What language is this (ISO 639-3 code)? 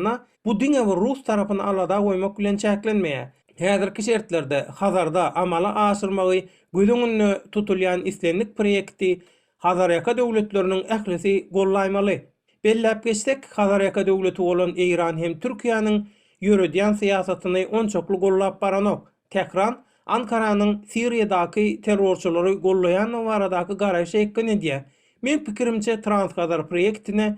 tuk